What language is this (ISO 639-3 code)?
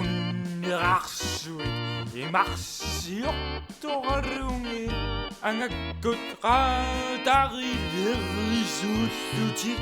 kal